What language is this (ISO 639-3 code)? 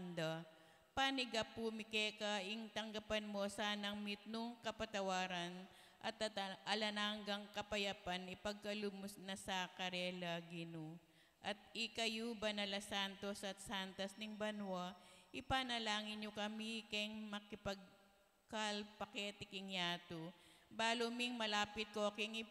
pam